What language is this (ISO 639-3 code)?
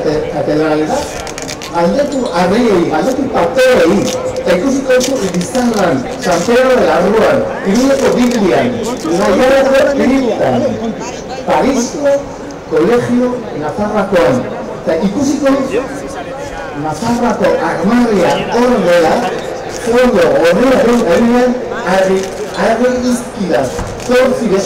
eus